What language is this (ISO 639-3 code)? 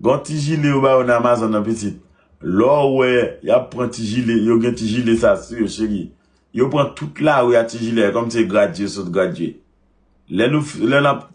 hat